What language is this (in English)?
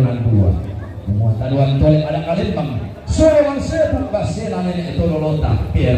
Toraja-Sa'dan